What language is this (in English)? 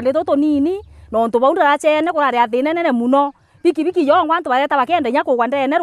Meru